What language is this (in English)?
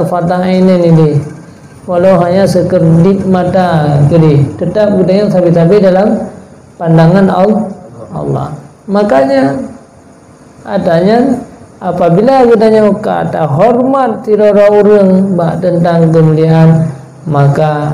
Achinese